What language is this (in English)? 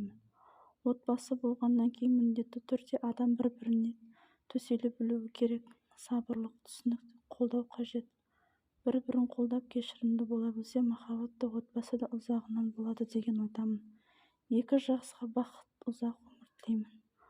Kazakh